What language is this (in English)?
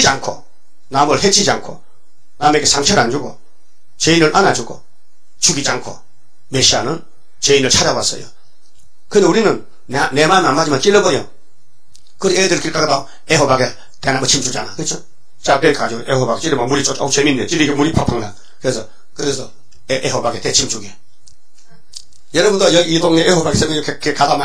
Korean